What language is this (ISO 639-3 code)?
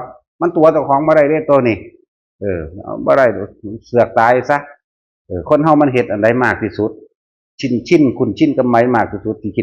tts